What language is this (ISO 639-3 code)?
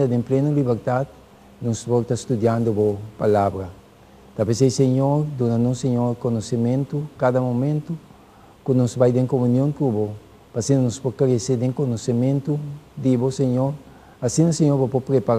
pap